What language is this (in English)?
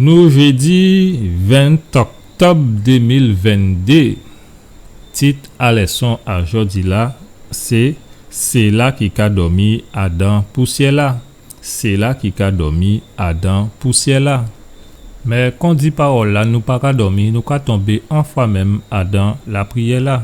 Guadeloupean Creole French